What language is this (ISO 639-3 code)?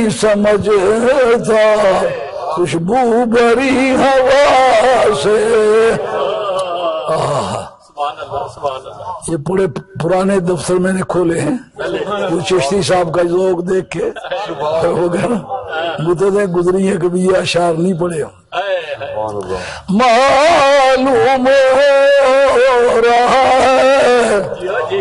urd